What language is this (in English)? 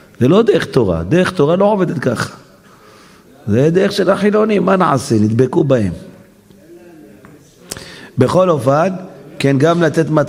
Hebrew